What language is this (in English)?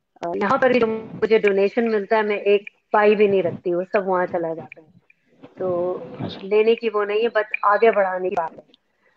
Urdu